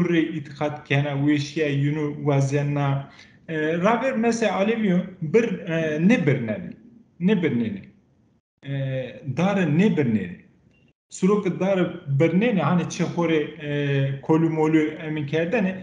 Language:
Zaza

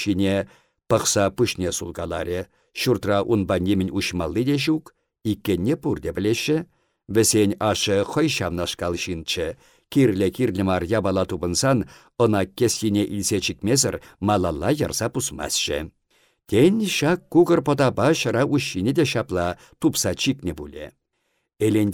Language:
Chuvash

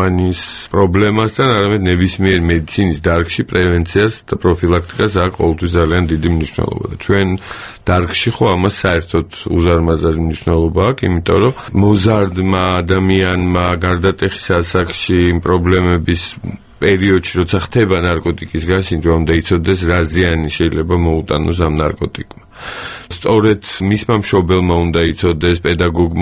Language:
Georgian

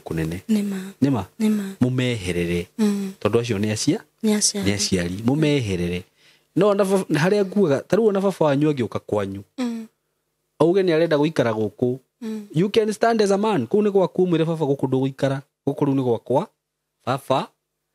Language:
Kikuyu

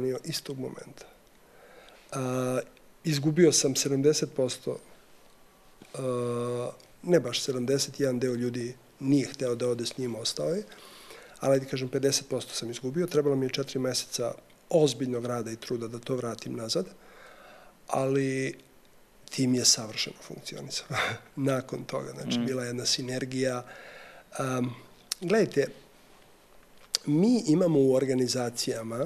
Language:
Serbian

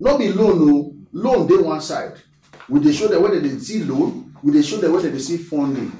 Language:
Nigerian Pidgin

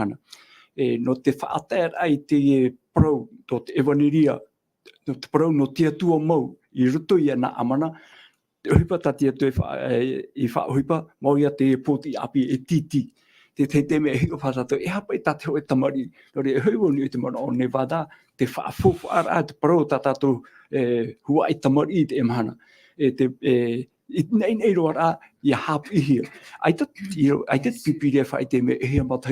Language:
Tahitian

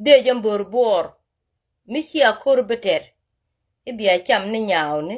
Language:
Nuer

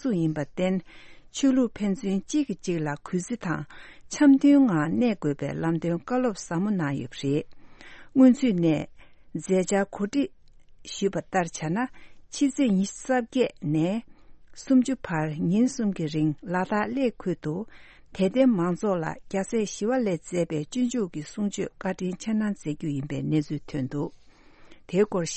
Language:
Tibetan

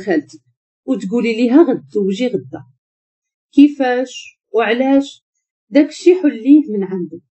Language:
Moroccan Arabic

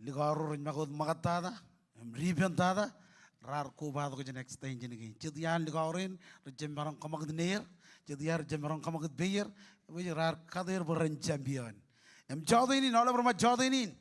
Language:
Marshallese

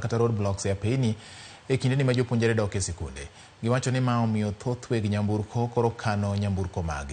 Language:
Luo (Kenya and Tanzania)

